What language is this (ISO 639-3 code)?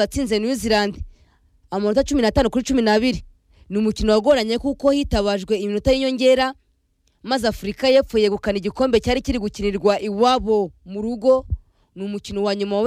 kin